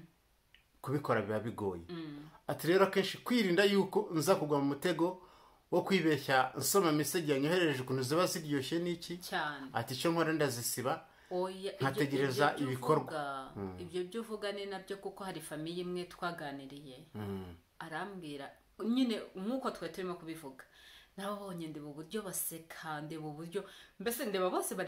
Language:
Kinyarwanda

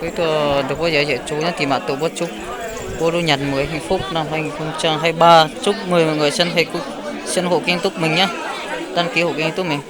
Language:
Hmong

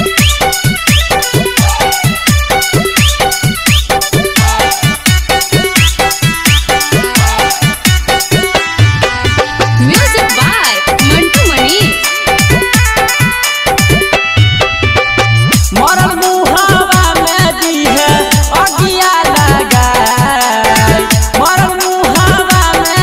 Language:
Bhojpuri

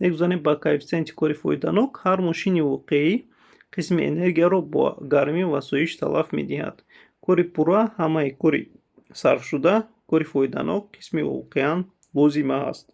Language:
Tajik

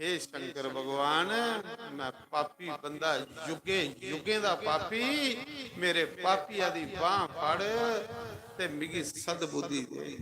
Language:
Dogri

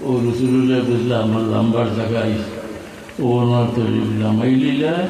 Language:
Sylheti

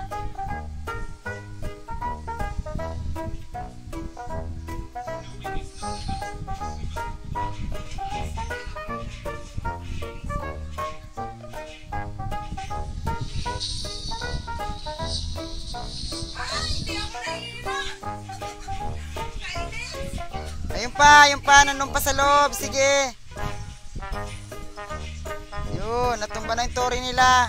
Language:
Filipino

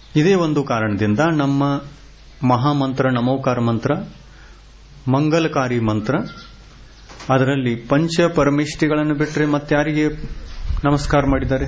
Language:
Kannada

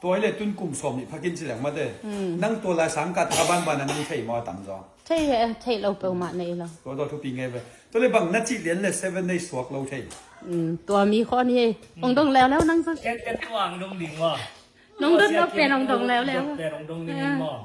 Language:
Tedim Chin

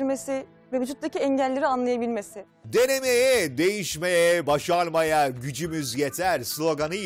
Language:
Turkish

